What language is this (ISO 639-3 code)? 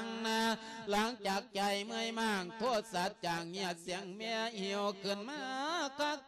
lao